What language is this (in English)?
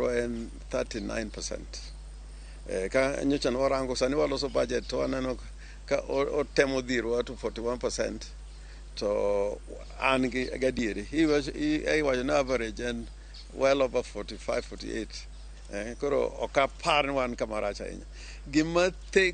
Luo (Kenya and Tanzania)